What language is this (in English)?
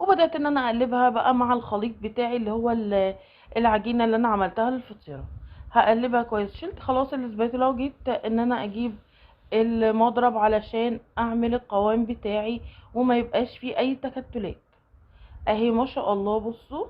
Egyptian Arabic